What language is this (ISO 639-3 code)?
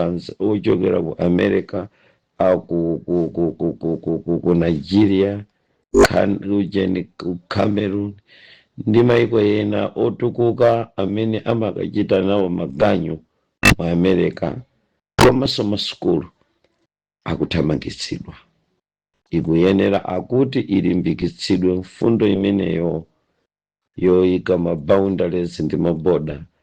nya